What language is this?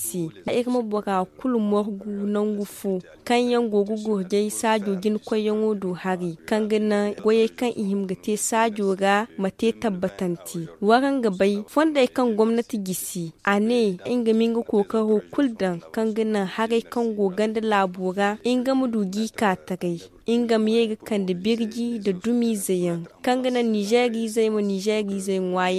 Zarma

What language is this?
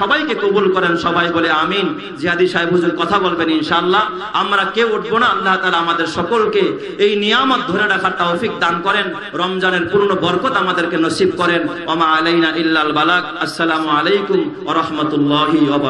Bangla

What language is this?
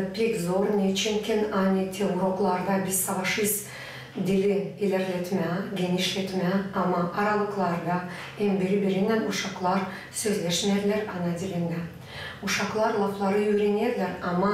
Gagauz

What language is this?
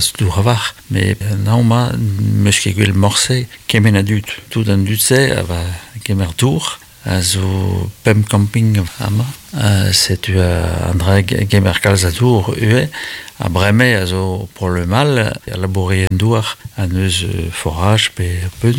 Breton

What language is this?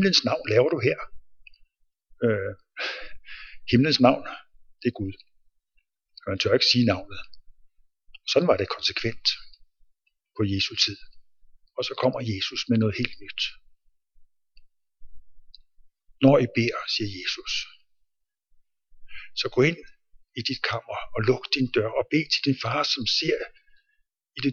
Danish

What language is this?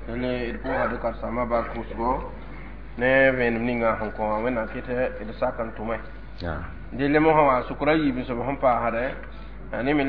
Mossi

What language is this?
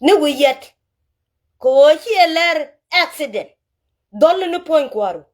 Nuer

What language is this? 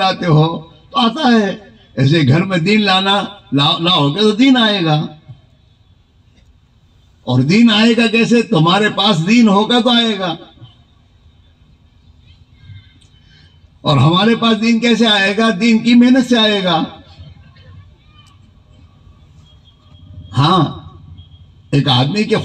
Urdu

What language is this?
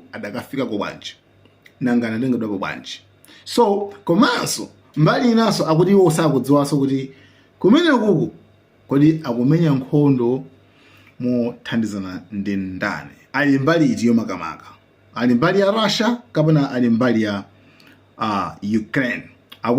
Nyanja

